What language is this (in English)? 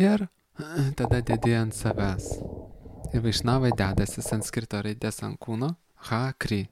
Lithuanian